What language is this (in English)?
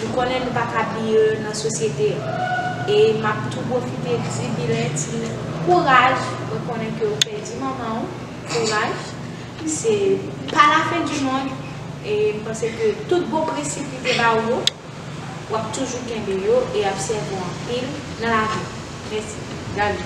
Haitian Creole